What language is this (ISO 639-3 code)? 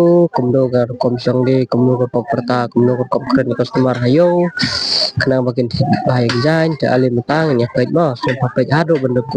kha